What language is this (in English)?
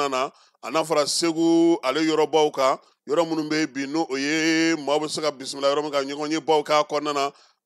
Bambara